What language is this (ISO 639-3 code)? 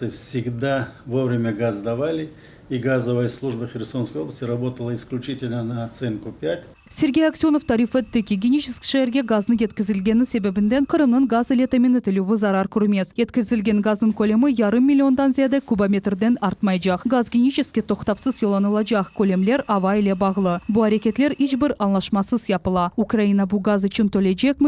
crh